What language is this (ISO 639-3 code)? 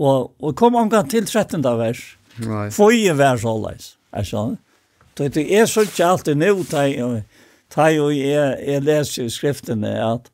fao